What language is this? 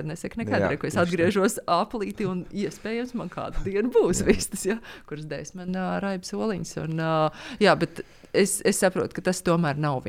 Latvian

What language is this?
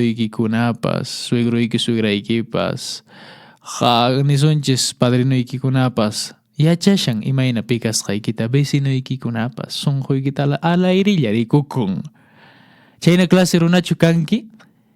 Quechua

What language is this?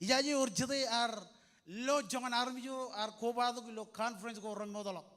Marshallese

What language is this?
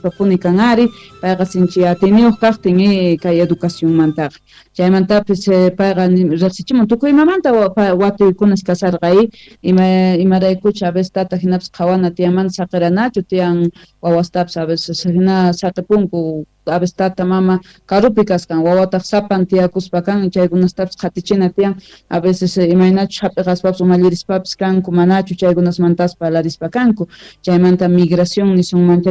South Bolivian Quechua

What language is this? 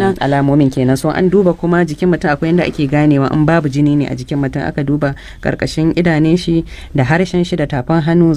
Hausa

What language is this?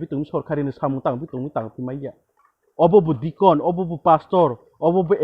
Riang (India)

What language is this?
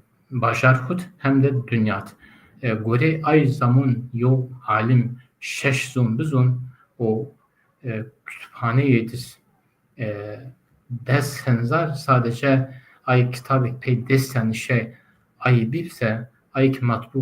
Zaza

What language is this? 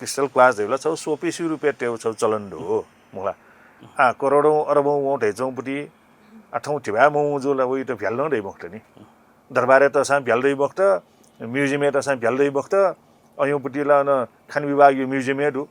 Newari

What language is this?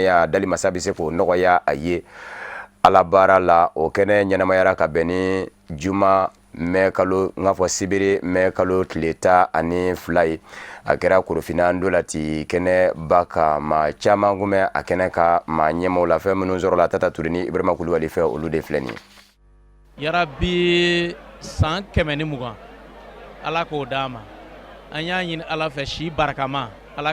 Bambara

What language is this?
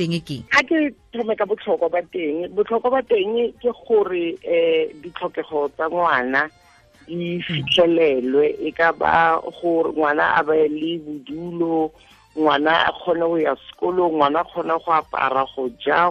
Tswana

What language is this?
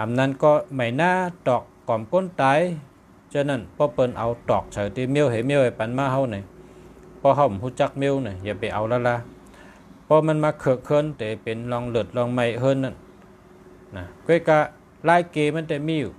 Shan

